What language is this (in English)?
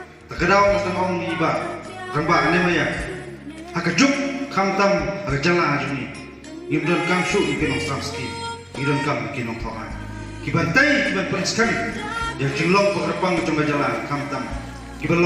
Khasi